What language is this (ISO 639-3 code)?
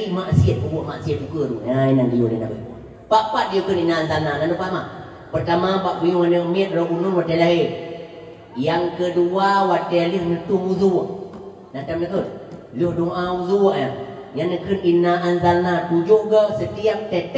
ace